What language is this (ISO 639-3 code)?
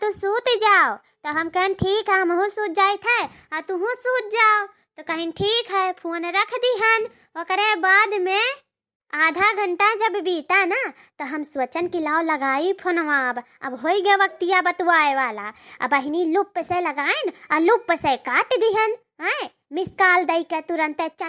awa